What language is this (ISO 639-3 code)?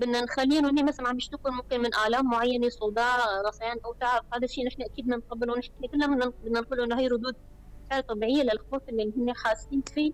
apc